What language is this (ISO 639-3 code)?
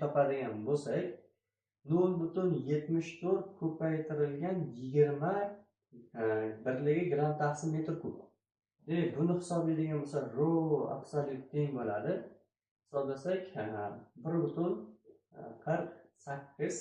uzb